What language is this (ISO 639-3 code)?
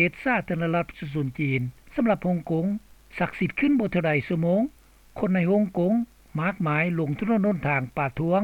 lao